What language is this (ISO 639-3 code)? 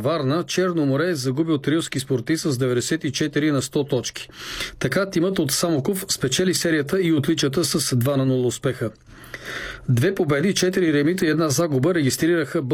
bul